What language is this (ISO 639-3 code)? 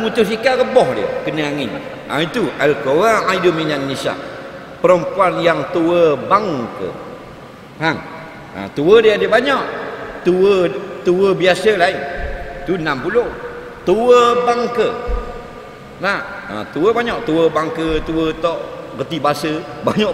msa